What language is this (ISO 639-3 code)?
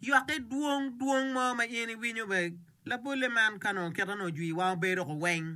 ach